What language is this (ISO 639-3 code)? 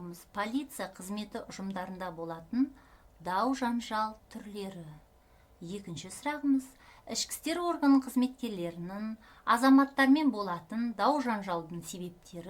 kaz